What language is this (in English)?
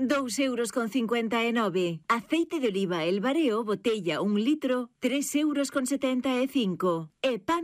Galician